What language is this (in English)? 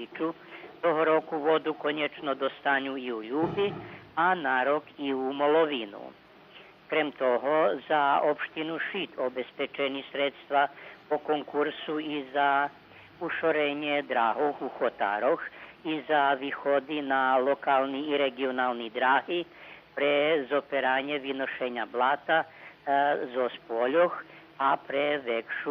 Rusyn